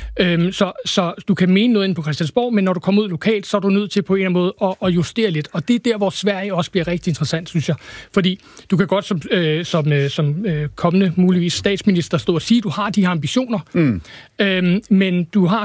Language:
Danish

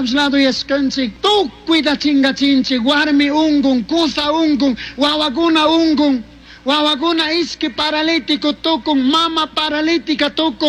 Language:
Chimborazo Highland Quichua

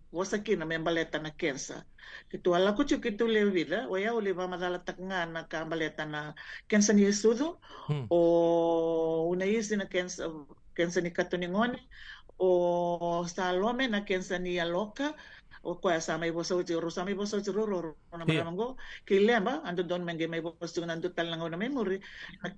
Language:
Fijian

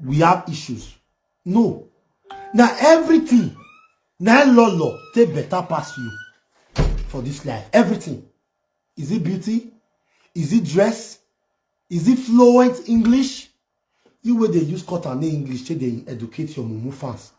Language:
Nigerian Pidgin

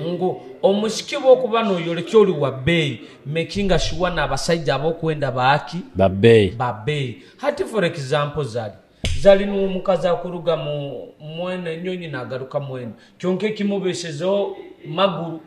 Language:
Nyoro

